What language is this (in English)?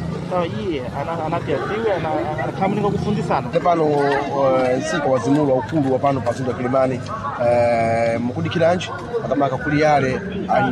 Sena